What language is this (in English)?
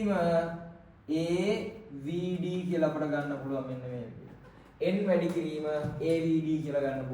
Sinhala